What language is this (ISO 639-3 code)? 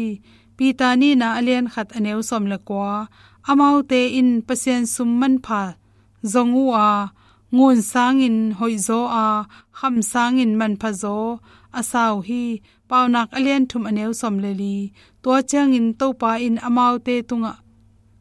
ctd